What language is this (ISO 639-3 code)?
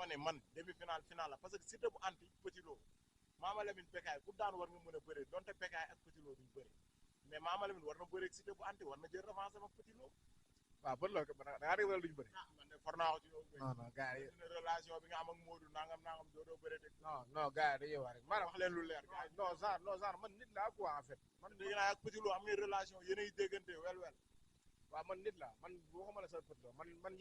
wol